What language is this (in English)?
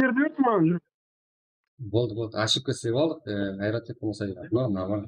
Kara-Kalpak